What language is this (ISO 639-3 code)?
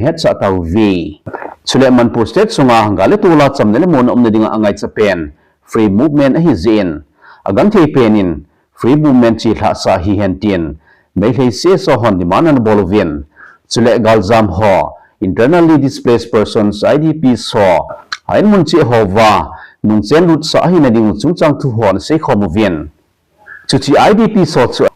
tcz